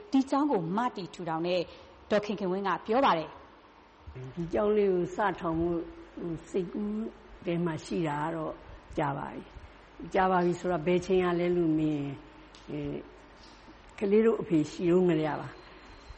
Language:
Burmese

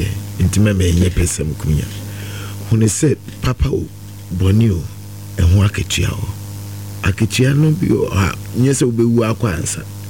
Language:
Akan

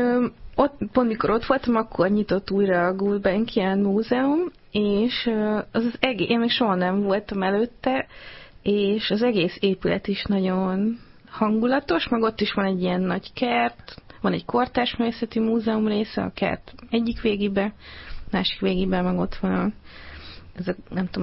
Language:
Hungarian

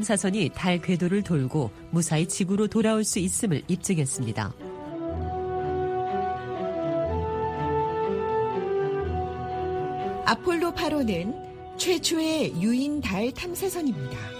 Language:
Korean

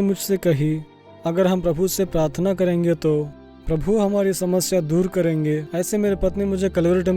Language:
Bhojpuri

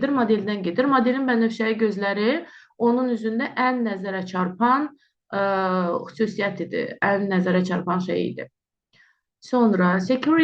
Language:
Azerbaijani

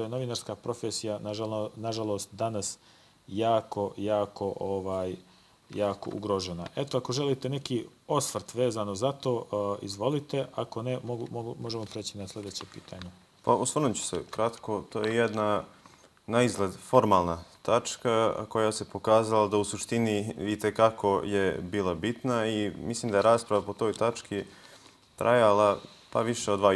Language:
Bosnian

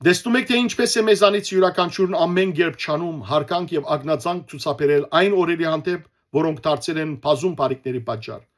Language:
Western Armenian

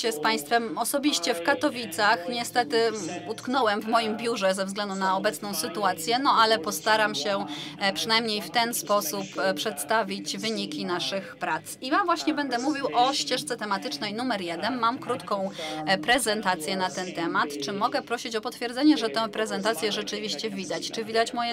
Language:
Polish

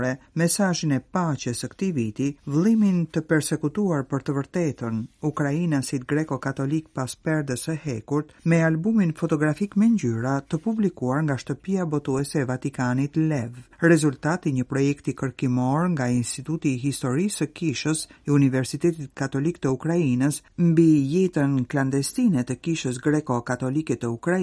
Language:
Albanian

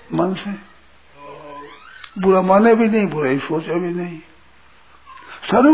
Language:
Hindi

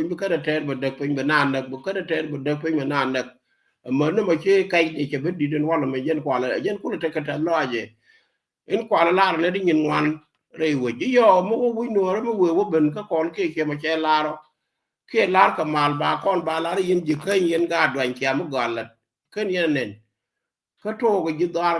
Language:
Nuer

